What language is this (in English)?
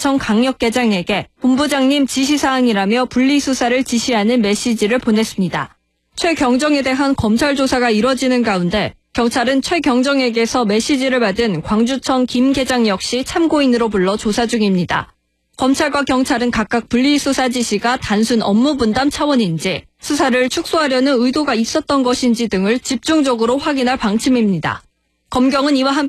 Korean